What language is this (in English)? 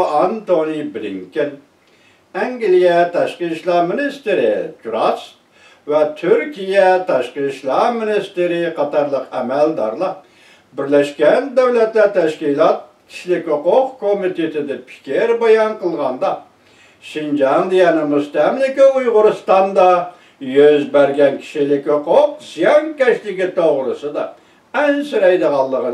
Uyghur